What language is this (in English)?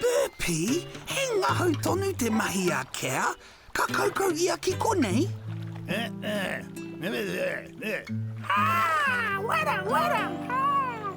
Māori